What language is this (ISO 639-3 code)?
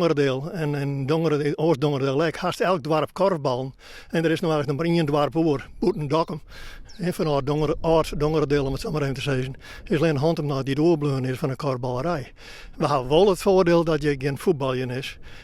fry